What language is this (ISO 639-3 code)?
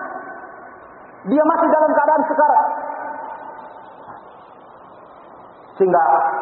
ind